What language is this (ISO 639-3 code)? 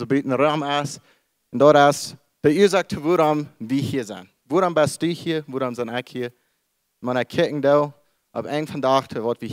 pdt